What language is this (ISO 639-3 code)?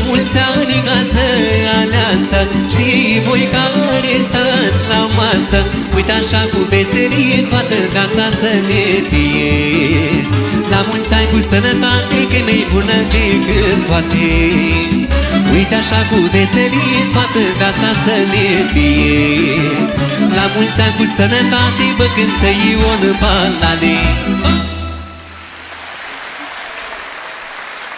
ron